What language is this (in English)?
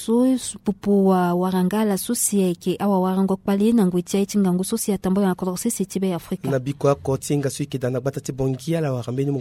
Sango